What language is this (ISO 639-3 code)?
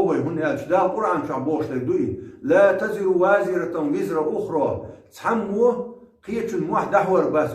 che